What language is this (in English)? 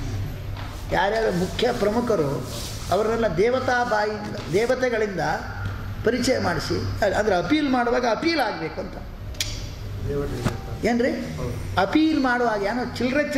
Kannada